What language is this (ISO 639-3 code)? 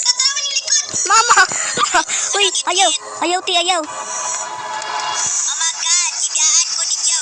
ceb